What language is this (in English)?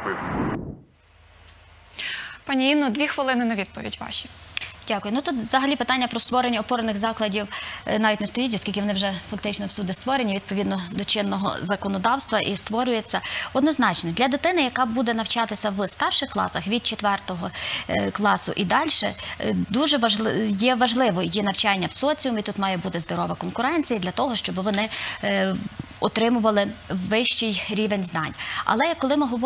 Ukrainian